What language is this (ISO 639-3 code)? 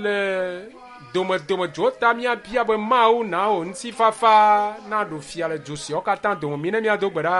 ewe